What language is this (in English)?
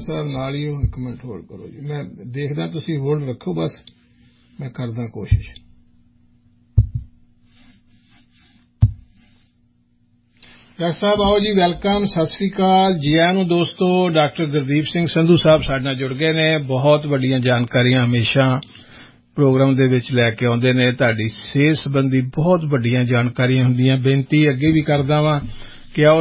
Punjabi